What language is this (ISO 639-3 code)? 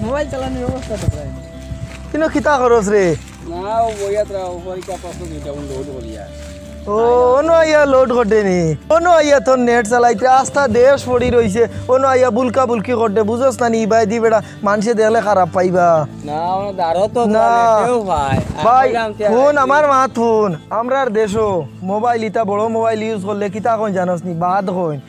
syl